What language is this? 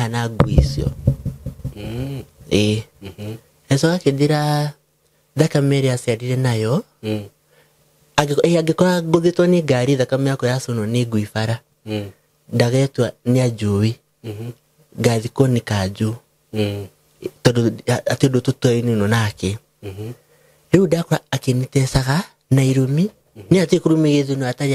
Kikuyu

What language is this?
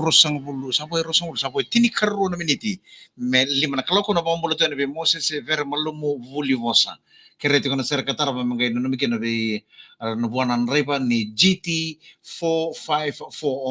Fijian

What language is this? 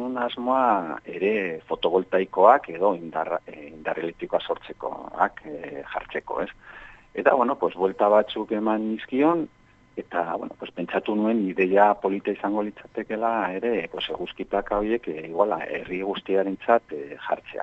Basque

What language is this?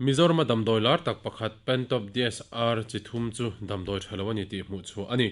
Mizo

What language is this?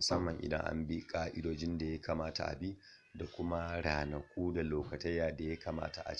Hausa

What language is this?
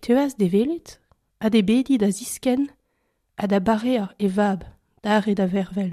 Breton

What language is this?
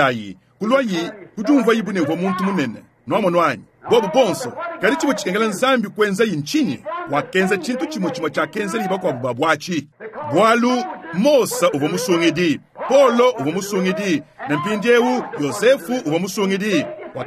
Luba-Lulua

